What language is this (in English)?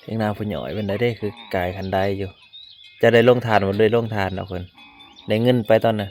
Northeastern Thai